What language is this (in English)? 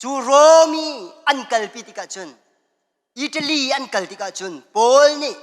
Hakha Chin